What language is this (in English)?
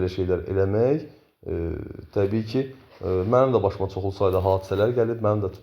Azerbaijani